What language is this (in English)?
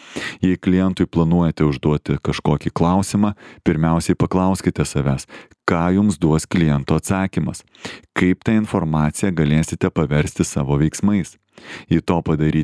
Lithuanian